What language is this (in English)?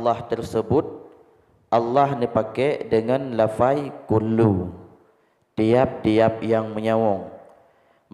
Achinese